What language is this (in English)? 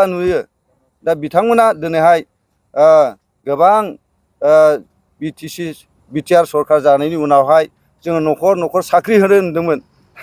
Bodo